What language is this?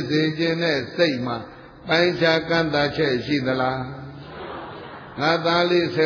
Burmese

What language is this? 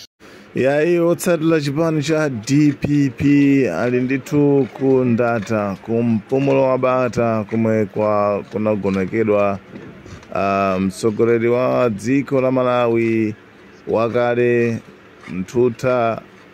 Nyanja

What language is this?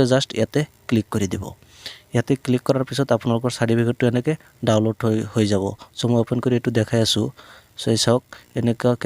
Assamese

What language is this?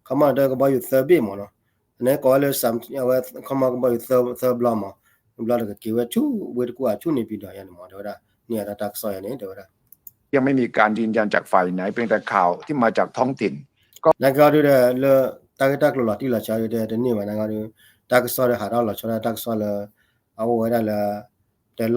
S'gaw Karen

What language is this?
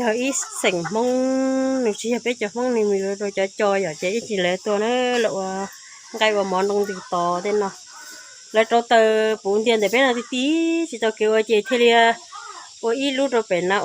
Hmong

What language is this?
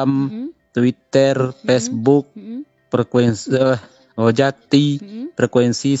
Minangkabau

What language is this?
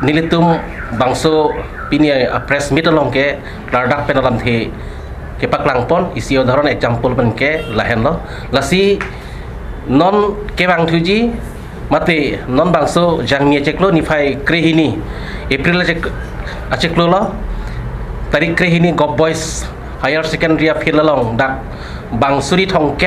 Karbi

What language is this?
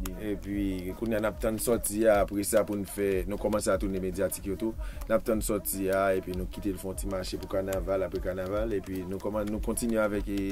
Haitian Creole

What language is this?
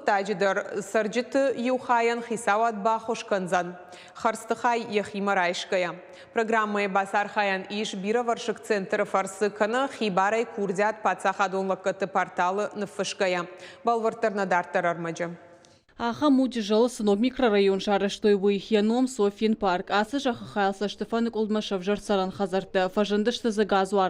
Ossetic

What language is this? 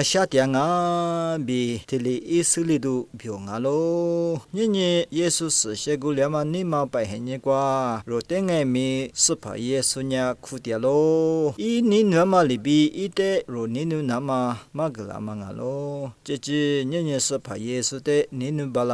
Lisu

